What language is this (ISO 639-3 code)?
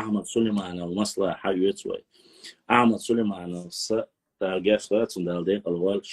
che